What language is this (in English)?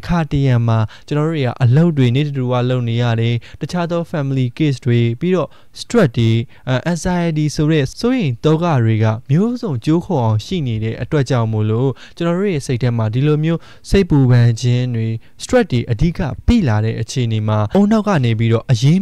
Burmese